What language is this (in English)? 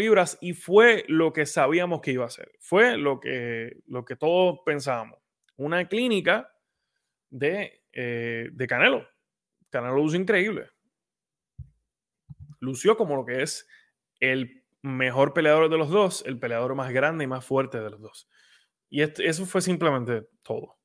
Spanish